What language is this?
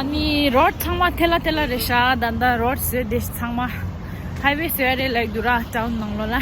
Tibetan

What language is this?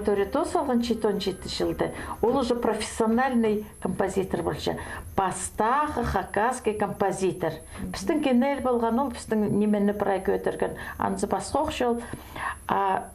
Khakas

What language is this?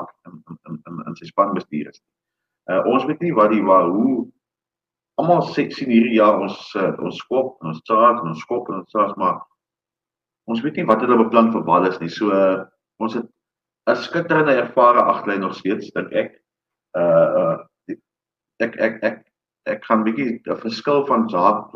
Afrikaans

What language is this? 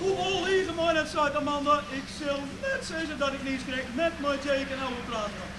Western Frisian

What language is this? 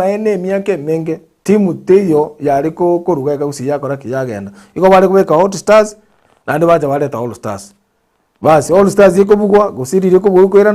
Gusii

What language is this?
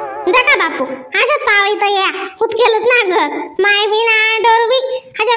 Khandesi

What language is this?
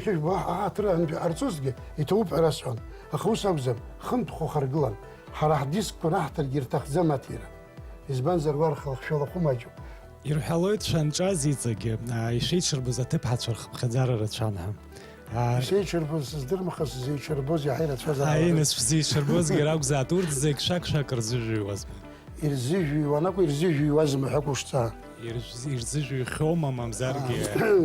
Abkhazian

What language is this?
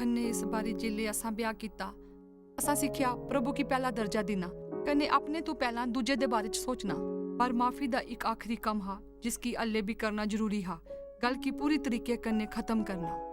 Dogri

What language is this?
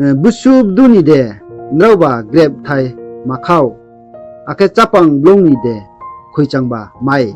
Riang (India)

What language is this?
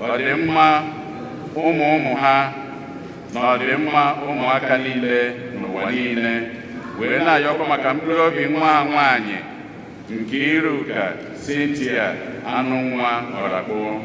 Igbo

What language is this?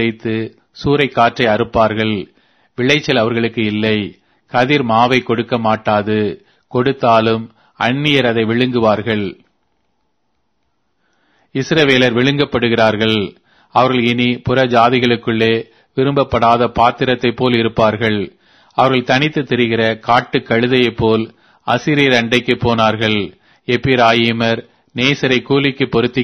Tamil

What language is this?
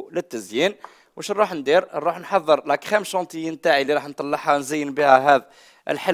Algerian Arabic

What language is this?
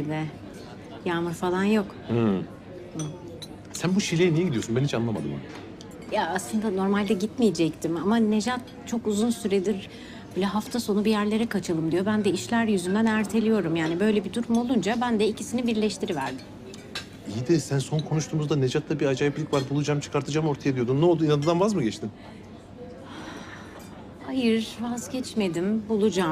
Turkish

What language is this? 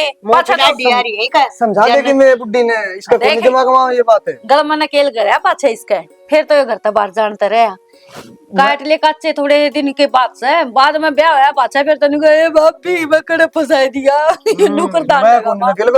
Haryanvi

